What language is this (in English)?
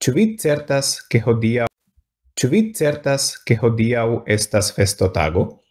Esperanto